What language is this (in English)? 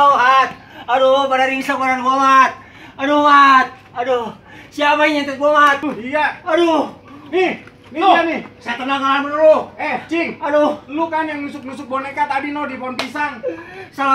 Betawi